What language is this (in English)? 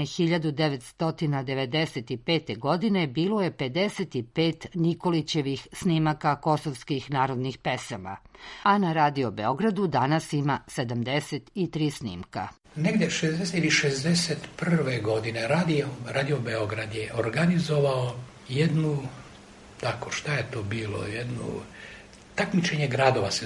Serbian